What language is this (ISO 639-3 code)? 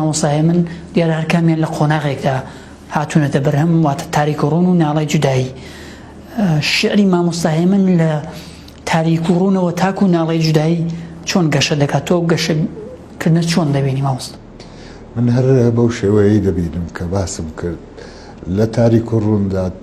ckb